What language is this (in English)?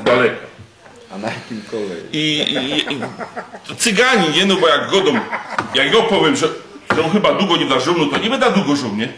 Silesian